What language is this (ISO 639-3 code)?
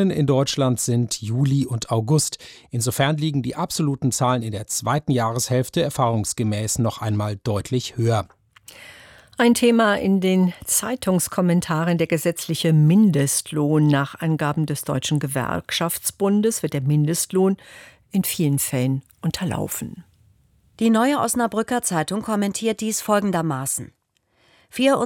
deu